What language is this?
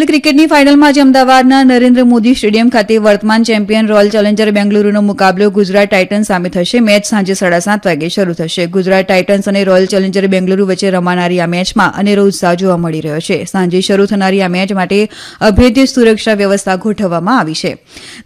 Gujarati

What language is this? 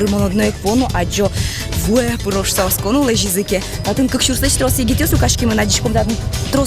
Udmurt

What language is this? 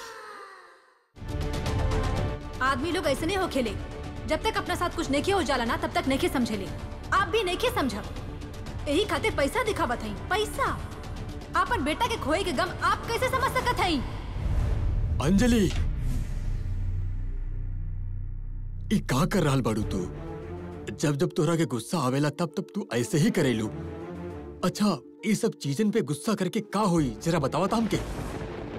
Bhojpuri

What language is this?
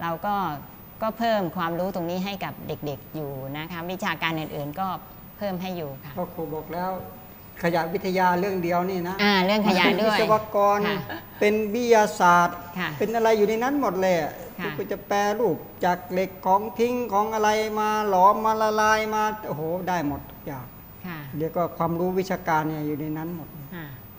Thai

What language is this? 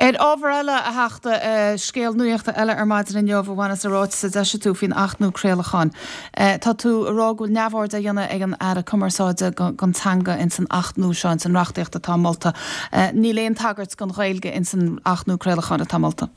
Irish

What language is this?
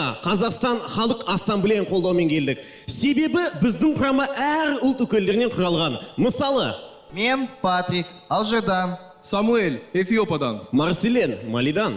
Kazakh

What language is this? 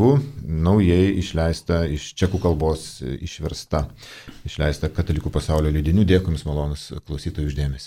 Lithuanian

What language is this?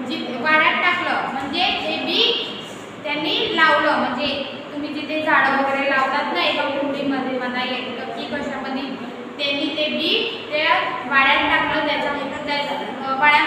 Marathi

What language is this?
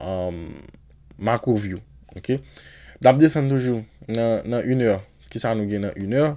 Haitian Creole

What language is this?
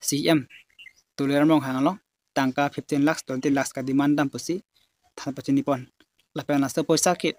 Karbi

